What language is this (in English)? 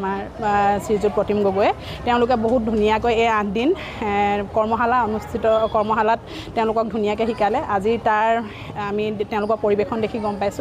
Assamese